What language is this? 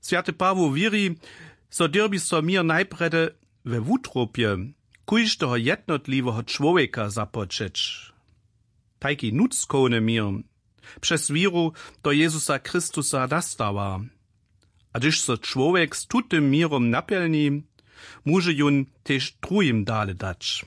Upper Sorbian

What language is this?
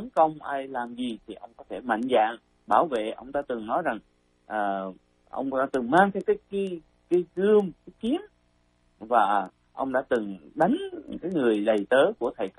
Vietnamese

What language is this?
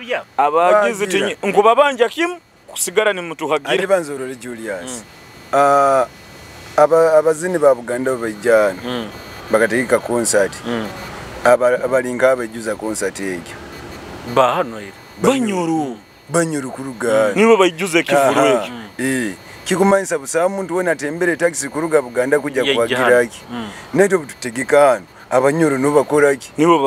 Nyoro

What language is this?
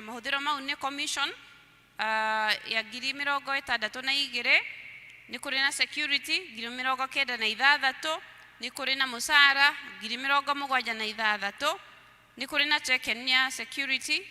Kikuyu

